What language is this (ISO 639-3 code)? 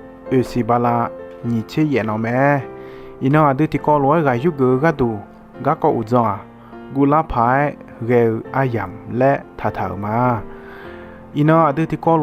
ahk